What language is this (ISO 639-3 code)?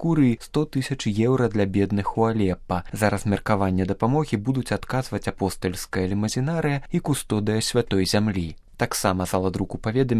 bel